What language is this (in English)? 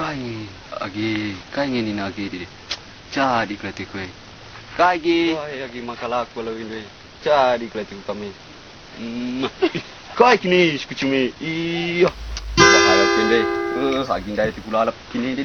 Batak Karo